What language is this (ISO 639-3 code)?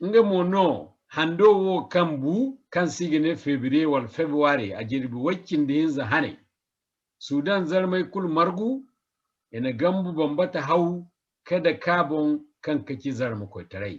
dje